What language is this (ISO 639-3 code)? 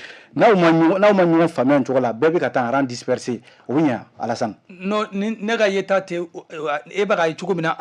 bam